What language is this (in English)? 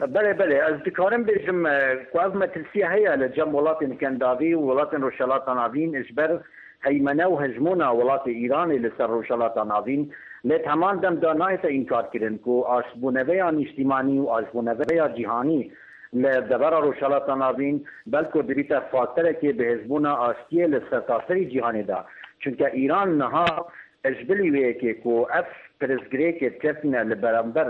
Kurdish